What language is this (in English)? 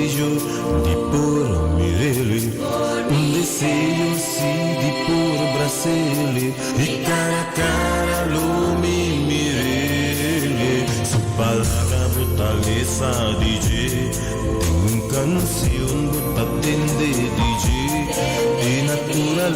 Papiamento